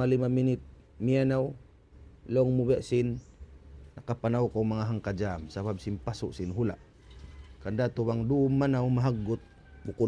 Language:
Tausug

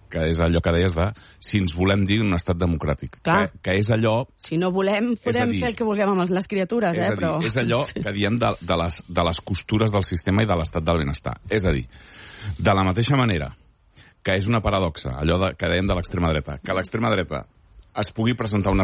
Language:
Catalan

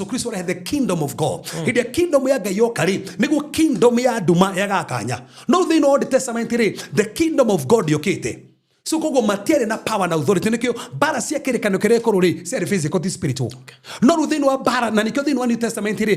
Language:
Kikuyu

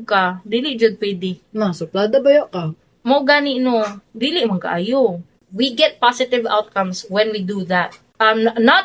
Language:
Cebuano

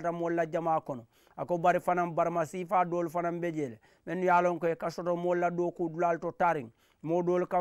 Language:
Mandingo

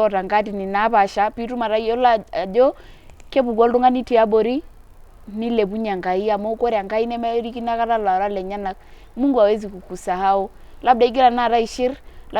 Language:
Masai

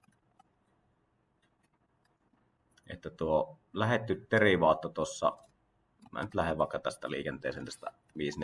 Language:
Finnish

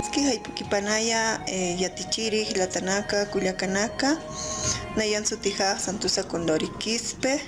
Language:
Aymara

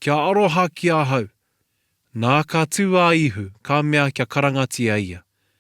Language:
Māori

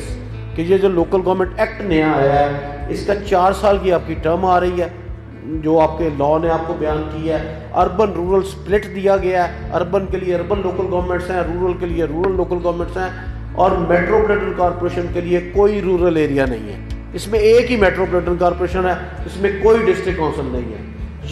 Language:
Urdu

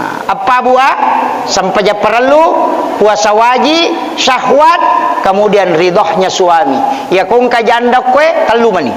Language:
Buginese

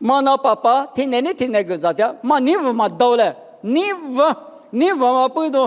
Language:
Lisu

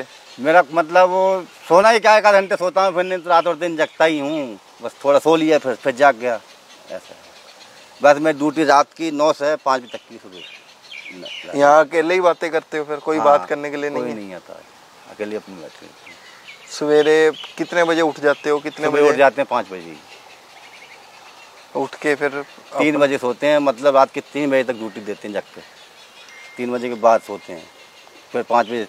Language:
Hindi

